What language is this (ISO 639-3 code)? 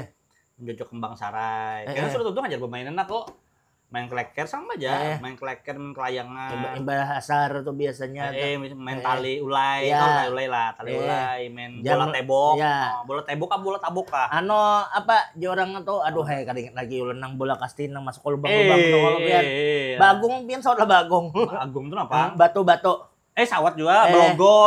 bjn